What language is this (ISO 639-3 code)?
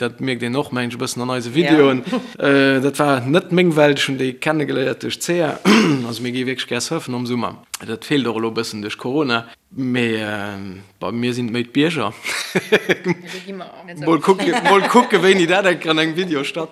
ltz